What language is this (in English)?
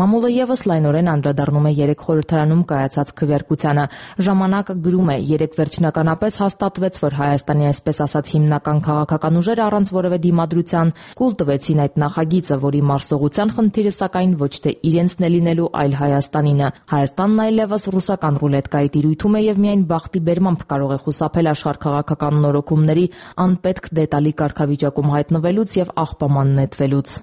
Armenian